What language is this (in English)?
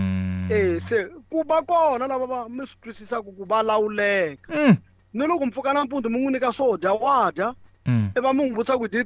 Tsonga